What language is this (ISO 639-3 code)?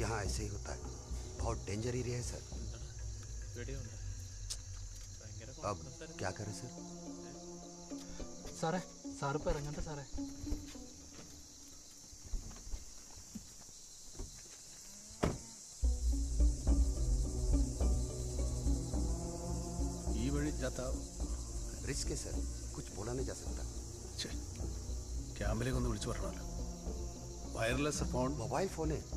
mal